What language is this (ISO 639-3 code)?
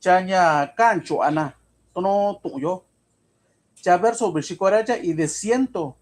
mix